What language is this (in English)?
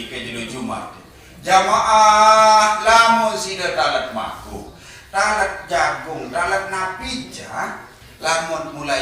Sasak